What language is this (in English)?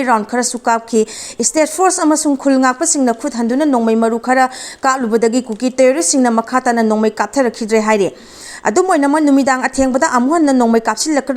Manipuri